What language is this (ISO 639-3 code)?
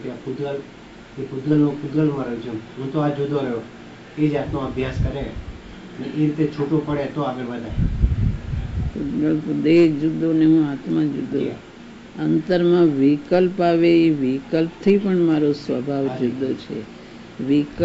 guj